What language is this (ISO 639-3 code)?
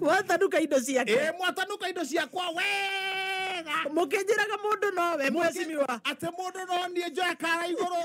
kik